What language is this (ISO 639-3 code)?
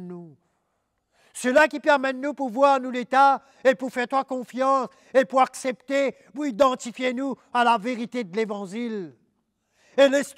mfe